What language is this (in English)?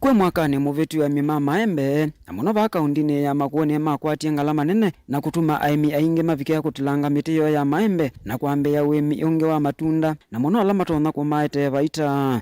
Kamba